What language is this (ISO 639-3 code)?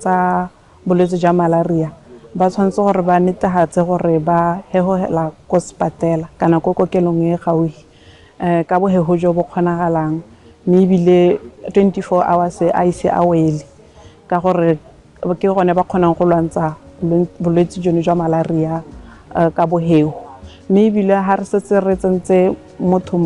tsn